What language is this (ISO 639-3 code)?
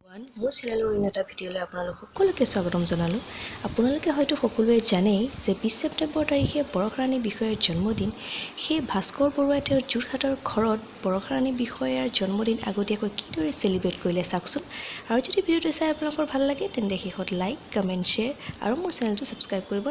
asm